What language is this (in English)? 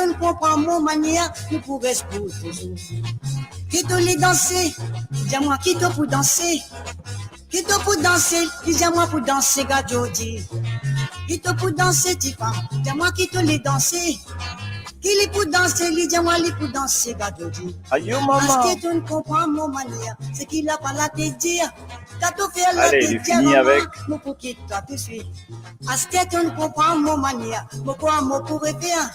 Morisyen